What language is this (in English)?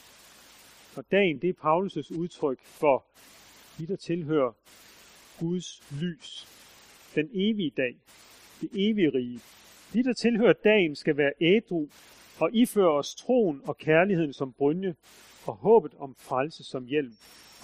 Danish